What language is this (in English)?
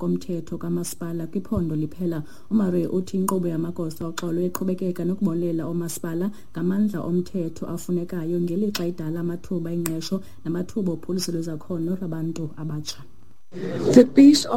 Xhosa